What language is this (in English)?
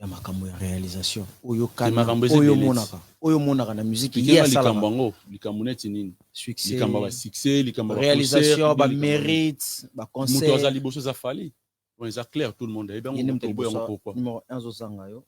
Lingala